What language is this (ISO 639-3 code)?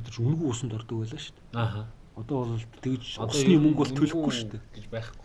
mon